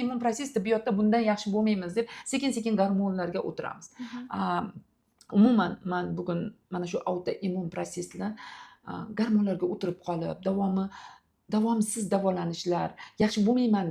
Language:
Uzbek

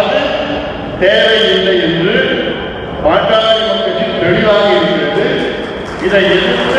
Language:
Tamil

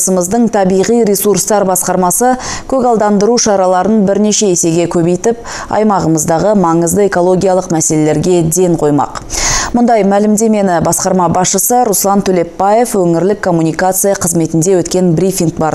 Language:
Kazakh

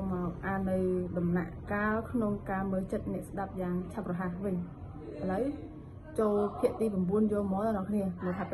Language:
Khmer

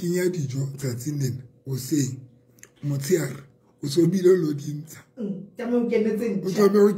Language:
Southern Sotho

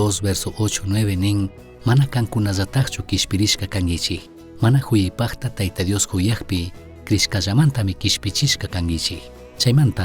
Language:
Chimborazo Highland Quichua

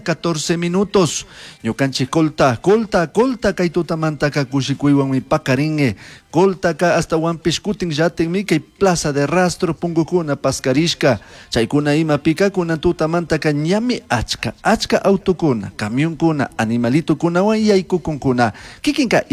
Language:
Chimborazo Highland Quichua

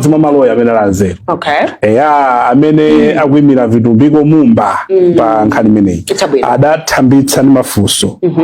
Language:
Nyanja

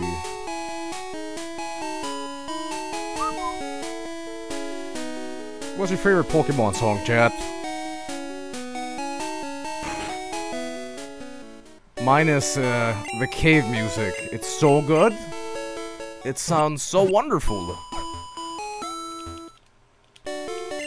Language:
English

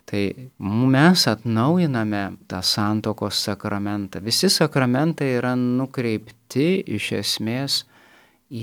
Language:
Lithuanian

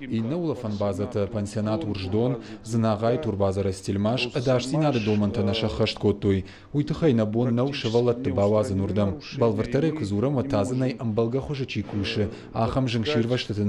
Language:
Ossetic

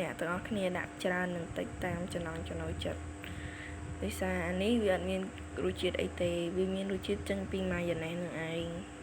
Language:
Khmer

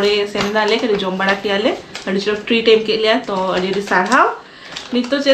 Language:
Santali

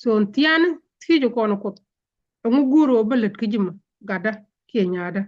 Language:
Nuer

